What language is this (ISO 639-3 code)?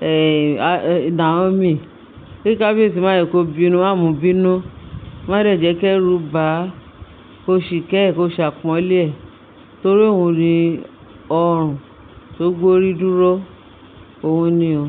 yor